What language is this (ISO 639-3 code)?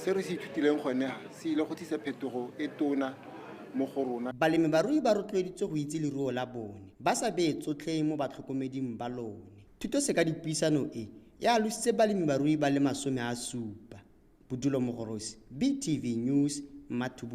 tsn